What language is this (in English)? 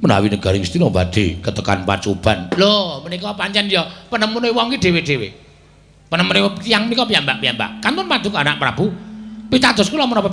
Javanese